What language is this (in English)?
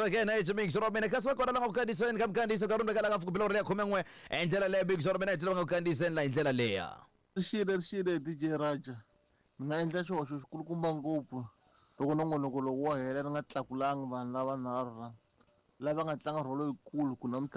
Tsonga